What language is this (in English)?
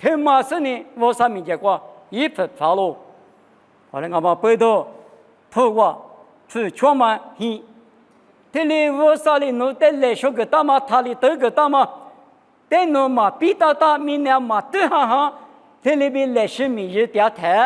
Lisu